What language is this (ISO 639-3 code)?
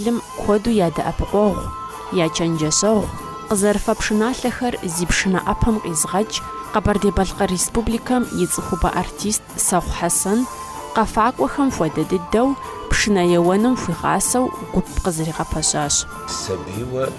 kbd